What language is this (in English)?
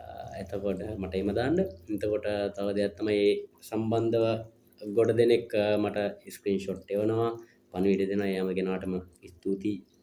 Sinhala